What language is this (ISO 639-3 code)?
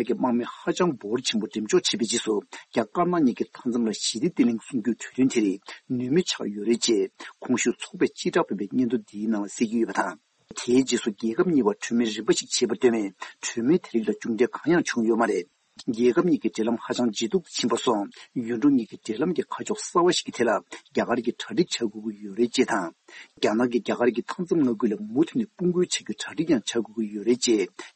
bod